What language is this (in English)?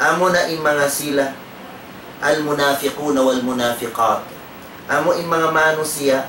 Tausug